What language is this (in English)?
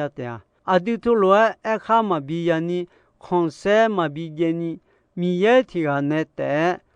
Akha